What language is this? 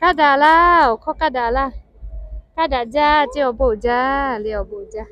Lahu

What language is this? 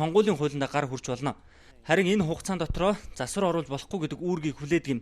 Mongolian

